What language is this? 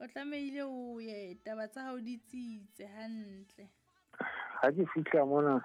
Southern Sotho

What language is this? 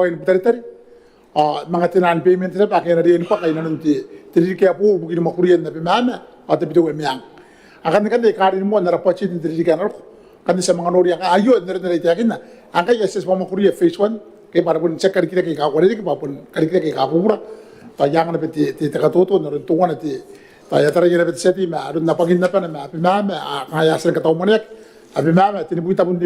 Gilbertese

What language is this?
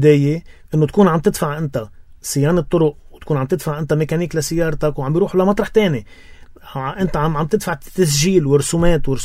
North Levantine Arabic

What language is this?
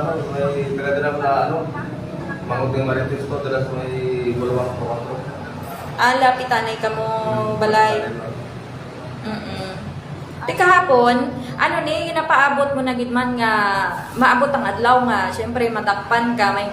Hiligaynon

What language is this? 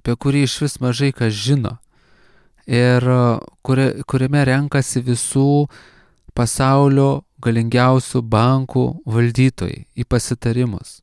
Lithuanian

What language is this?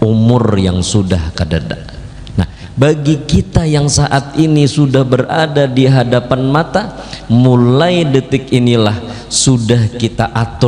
Banjar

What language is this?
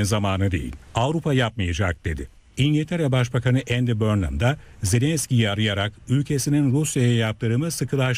Turkish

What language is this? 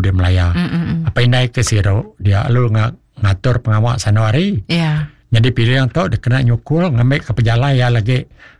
Iban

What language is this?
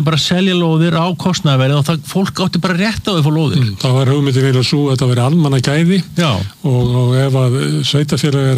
Icelandic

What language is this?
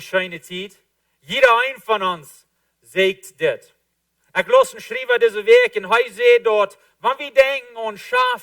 Plautdietsch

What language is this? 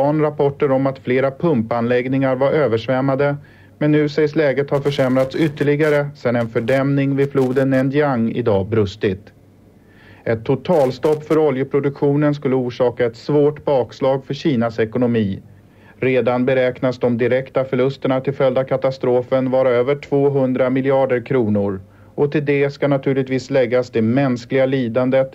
Swedish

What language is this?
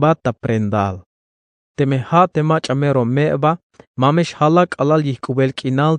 Tzeltal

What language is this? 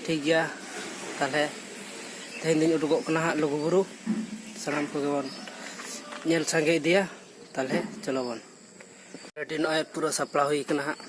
Santali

